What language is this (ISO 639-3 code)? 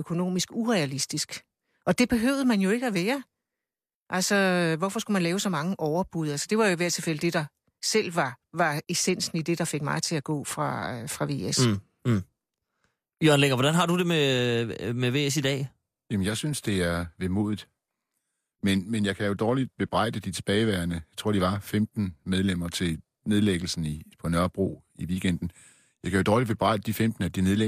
dan